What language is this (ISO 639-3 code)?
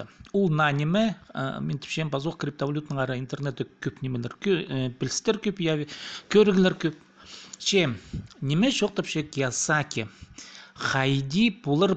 kjh